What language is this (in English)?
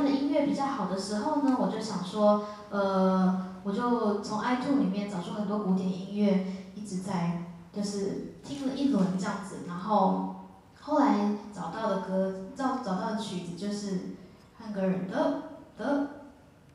Chinese